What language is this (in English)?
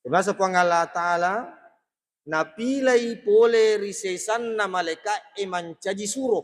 Buginese